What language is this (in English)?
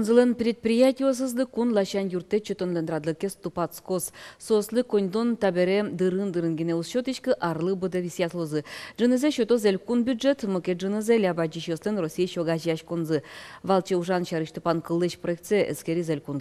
Udmurt